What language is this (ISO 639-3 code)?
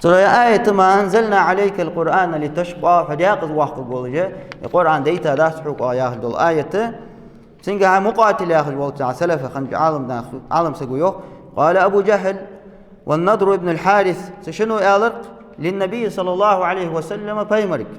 inh